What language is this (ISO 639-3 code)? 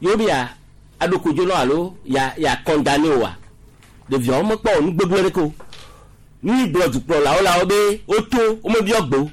gej